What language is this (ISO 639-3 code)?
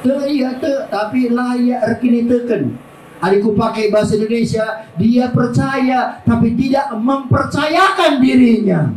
btx